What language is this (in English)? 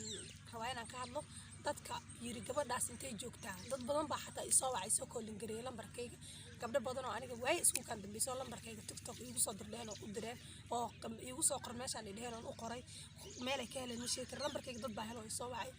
Somali